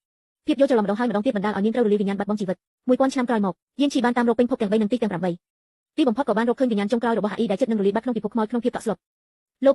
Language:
Khmer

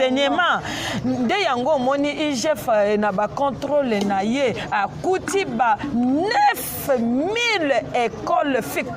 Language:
Lingala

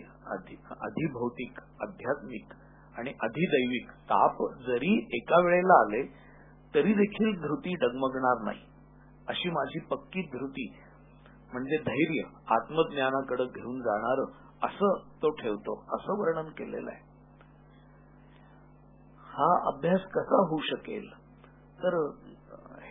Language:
Marathi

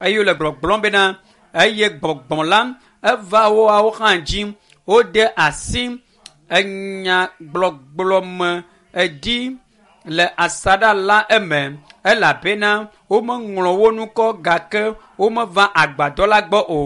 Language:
Ewe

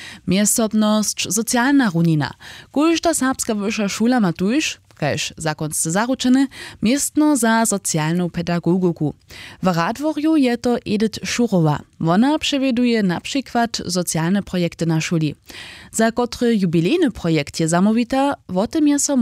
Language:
Upper Sorbian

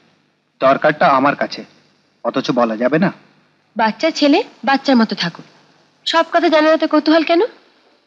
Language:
Bangla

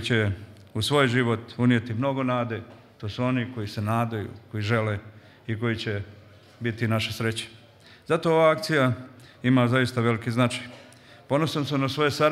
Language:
Serbian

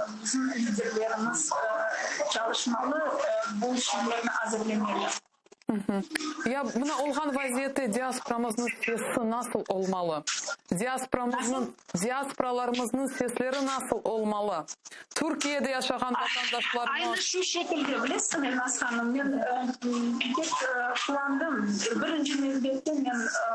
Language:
Crimean Tatar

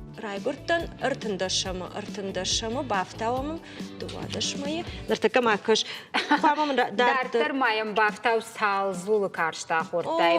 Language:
Ossetic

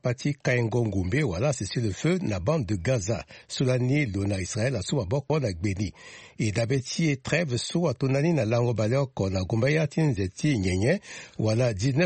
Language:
Sango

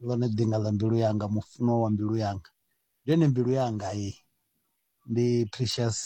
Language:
Venda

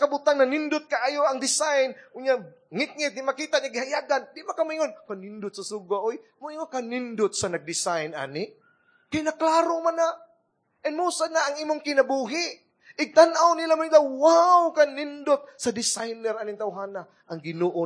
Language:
Cebuano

